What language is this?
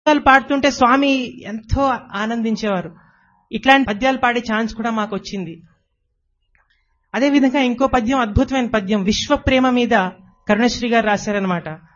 Telugu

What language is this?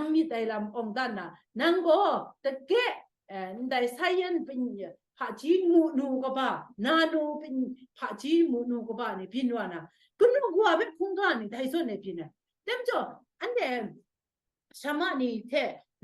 Kachin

